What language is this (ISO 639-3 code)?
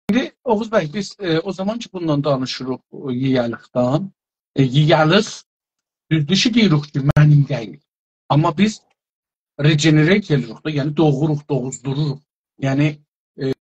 azb